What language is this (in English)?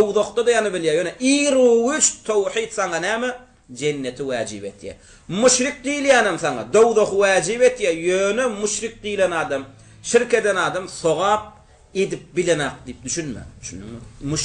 Turkmen